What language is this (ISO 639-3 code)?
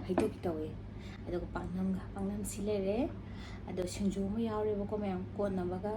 mni